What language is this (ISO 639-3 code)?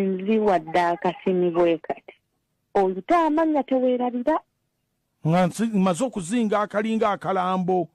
lug